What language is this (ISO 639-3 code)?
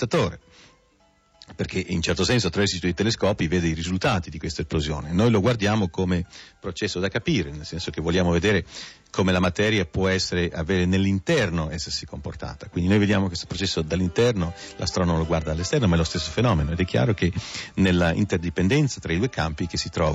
ita